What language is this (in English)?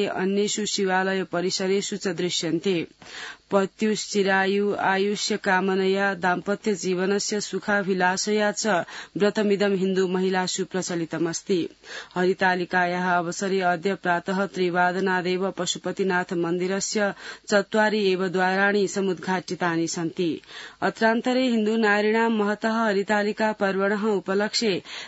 Sanskrit